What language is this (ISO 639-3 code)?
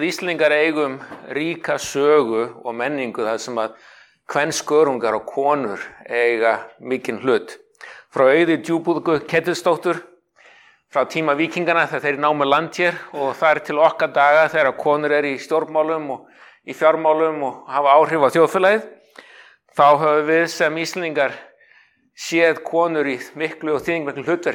isl